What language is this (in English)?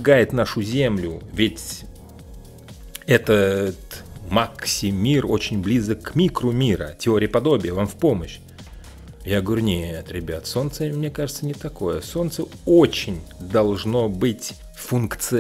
Russian